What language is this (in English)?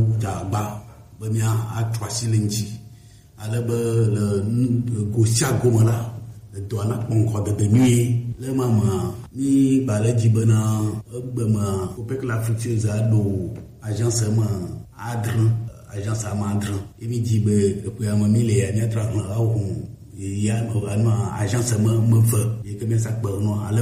Gen